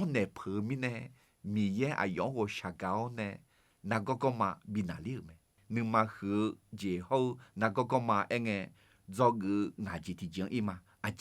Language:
Akha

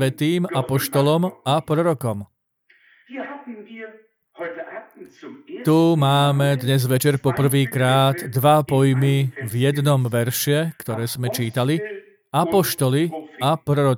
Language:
Slovak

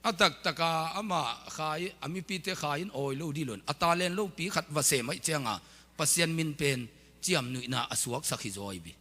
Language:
Tedim Chin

